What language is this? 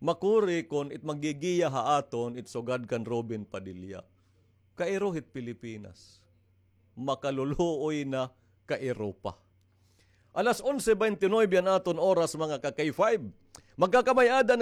Waray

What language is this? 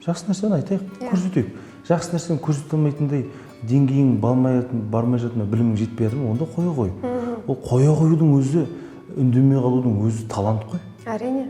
Kazakh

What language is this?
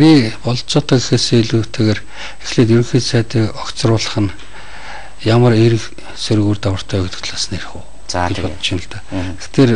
Mongolian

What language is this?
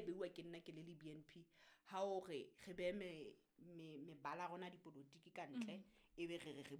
Southern Sotho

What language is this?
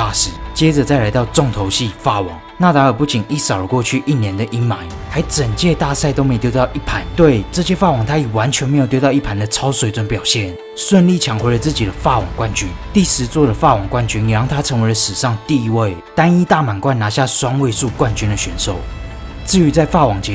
Chinese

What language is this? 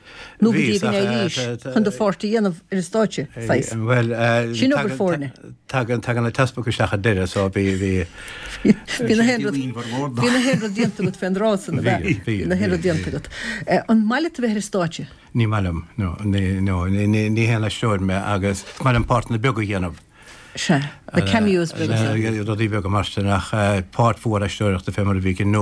Irish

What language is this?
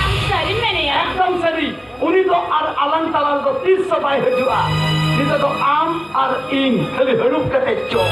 Santali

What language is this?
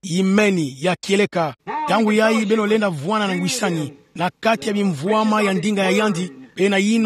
Kituba (Democratic Republic of Congo)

